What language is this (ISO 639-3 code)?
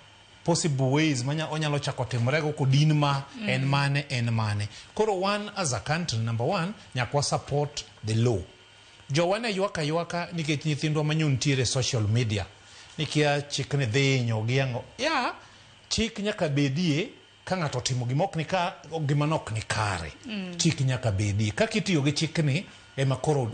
luo